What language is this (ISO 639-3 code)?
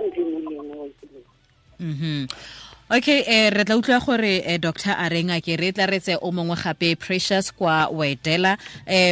tsn